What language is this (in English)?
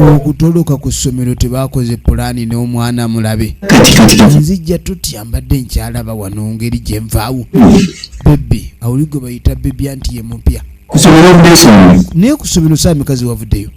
Ganda